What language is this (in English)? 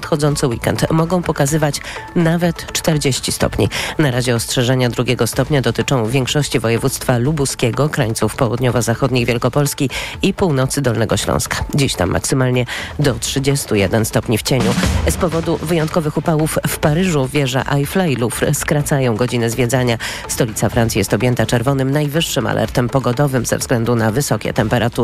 Polish